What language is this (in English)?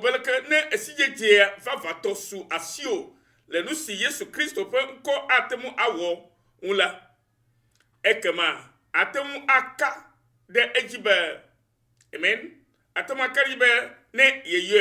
Ewe